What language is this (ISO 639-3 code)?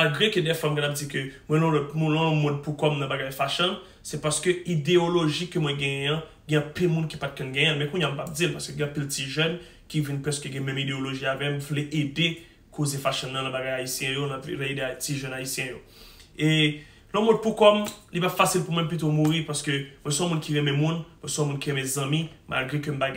hat